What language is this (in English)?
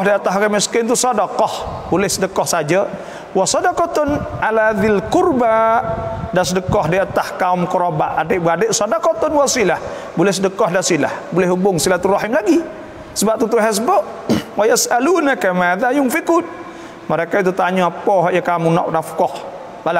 Malay